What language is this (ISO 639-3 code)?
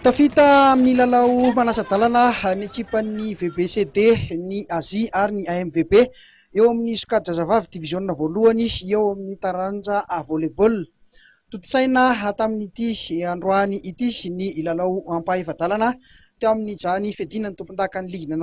mlg